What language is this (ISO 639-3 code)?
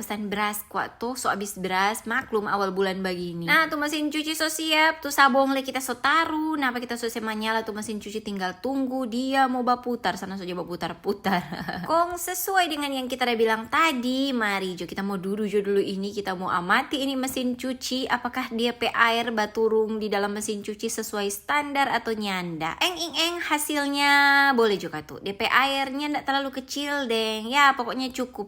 xmm